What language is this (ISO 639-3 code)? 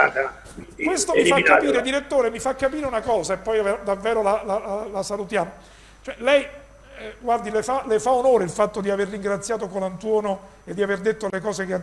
ita